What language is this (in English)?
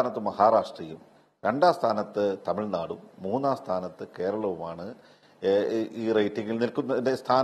Malayalam